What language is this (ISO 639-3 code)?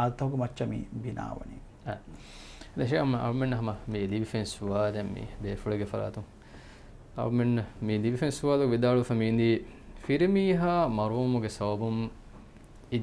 div